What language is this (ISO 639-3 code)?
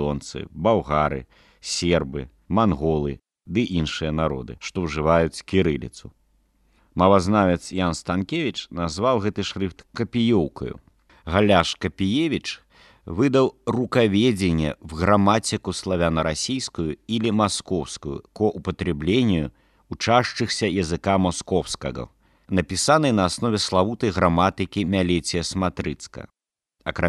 bel